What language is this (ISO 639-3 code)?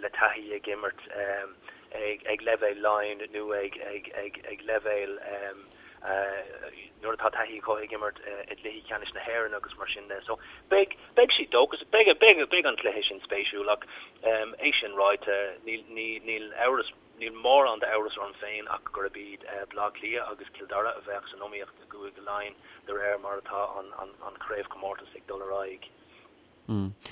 gle